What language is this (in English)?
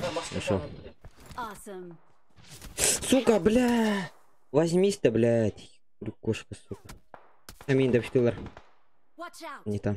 Yakut